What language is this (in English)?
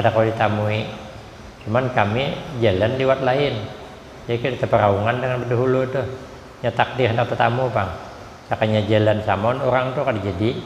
Banjar